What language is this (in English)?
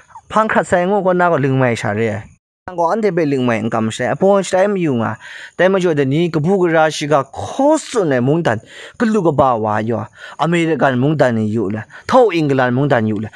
Kachin